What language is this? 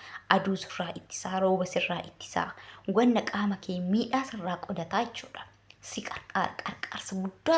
Oromo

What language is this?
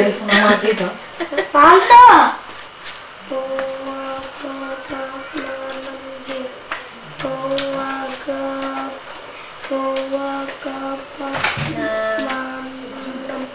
Indonesian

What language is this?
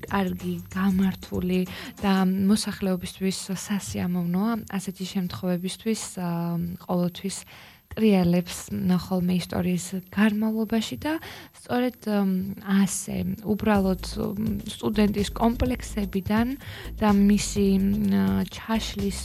Georgian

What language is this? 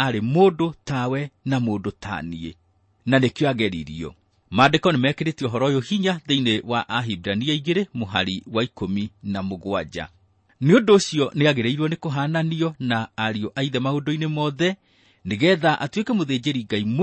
Kikuyu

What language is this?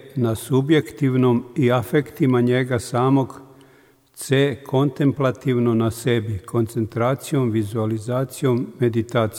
Serbian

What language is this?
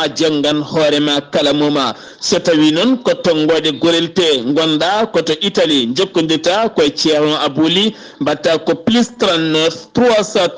Fula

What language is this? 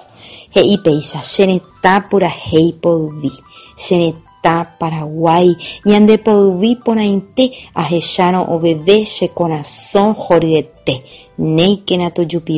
Guarani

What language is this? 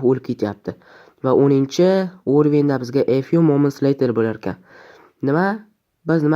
Uzbek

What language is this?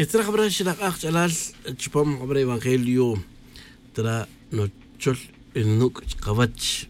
Tz'utujil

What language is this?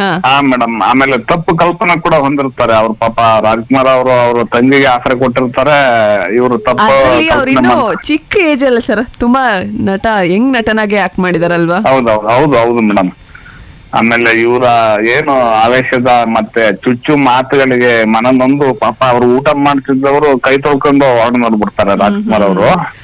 Kannada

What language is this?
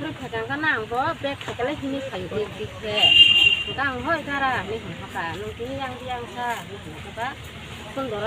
Kok Borok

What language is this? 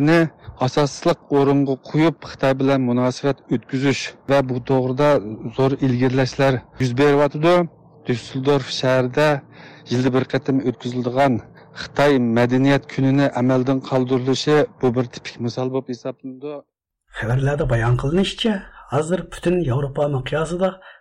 Uyghur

